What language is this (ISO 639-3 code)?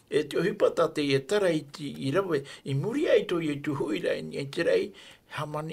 tah